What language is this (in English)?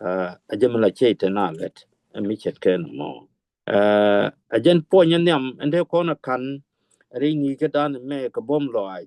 Nuer